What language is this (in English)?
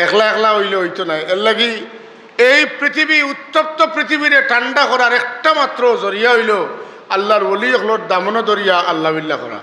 Sylheti